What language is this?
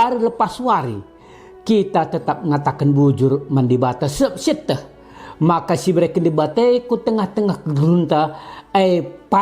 Batak Karo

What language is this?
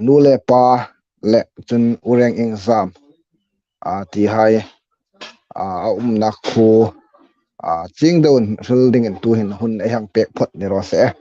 Hmar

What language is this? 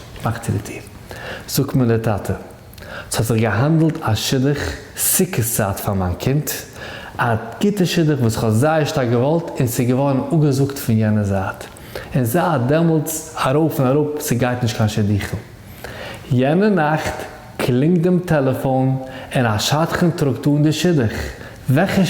Yiddish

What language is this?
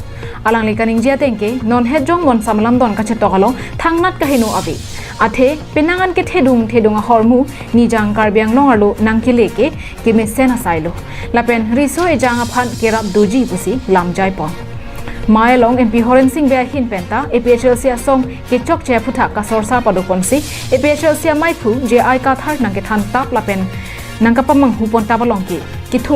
Karbi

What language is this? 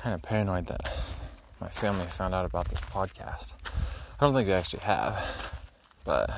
English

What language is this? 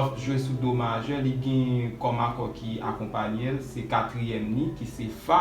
Haitian Creole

